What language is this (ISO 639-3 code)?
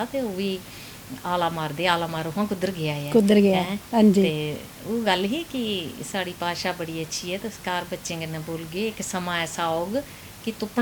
doi